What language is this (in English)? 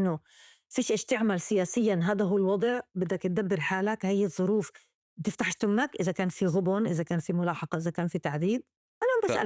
North Levantine Arabic